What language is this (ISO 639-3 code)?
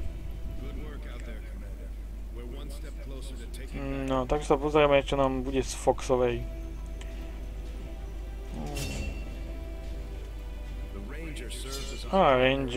slk